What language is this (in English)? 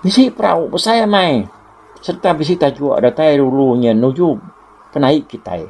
Iban